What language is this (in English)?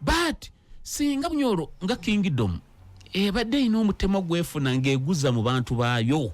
Ganda